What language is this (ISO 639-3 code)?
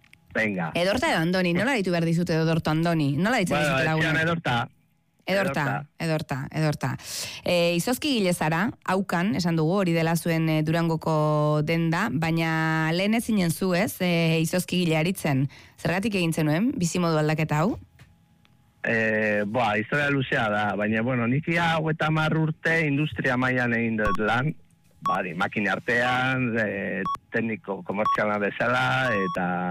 eus